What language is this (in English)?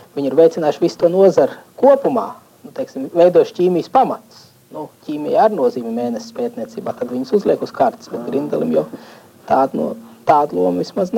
Latvian